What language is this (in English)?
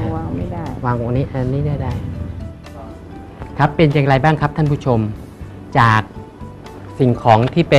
Thai